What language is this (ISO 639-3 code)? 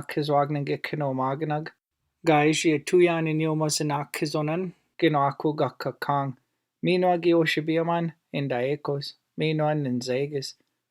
ciw